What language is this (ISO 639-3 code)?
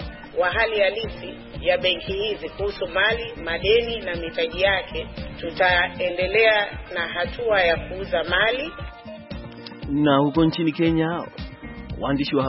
swa